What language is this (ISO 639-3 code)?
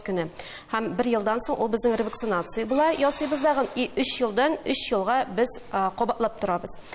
tat